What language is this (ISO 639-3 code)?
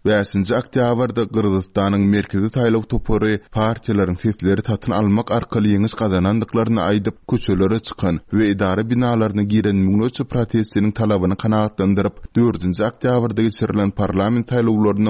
tuk